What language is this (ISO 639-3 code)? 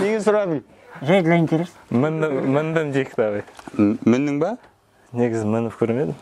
kaz